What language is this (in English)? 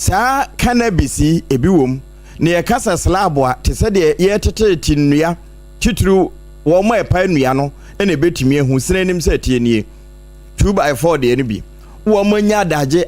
Akan